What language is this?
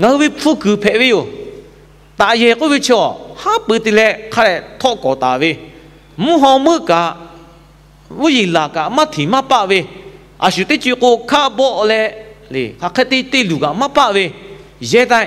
Lahu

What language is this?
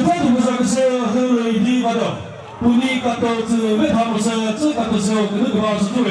Chokri Naga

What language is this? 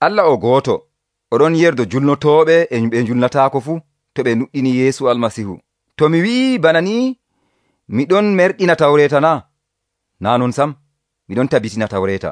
Nigerian Fulfulde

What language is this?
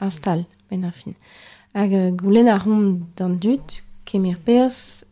Breton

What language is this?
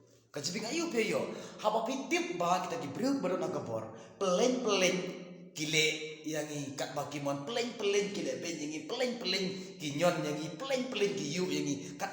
Khasi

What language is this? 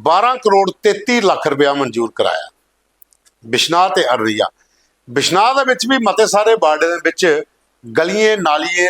Dogri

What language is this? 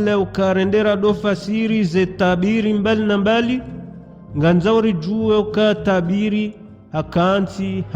Ngazidja Comorian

